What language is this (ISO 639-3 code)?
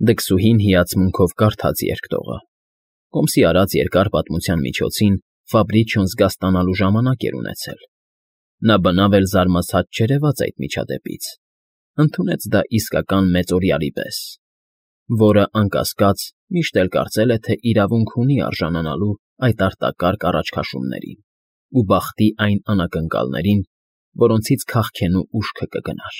hye